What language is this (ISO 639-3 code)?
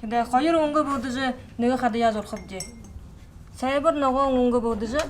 bua